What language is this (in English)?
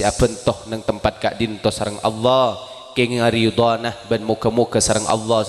Madurese